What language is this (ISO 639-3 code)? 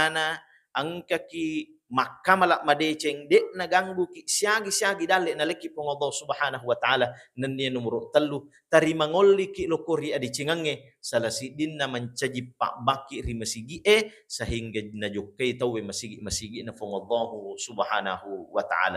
bug